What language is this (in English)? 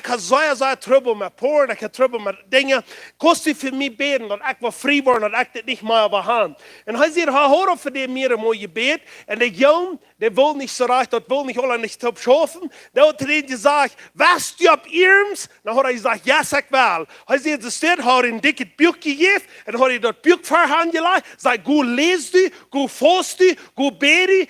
Plautdietsch